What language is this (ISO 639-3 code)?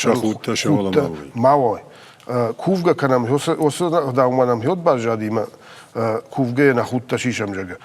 oss